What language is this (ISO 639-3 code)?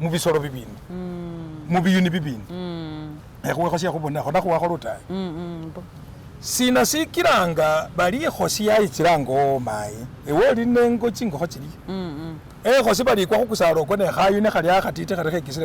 myx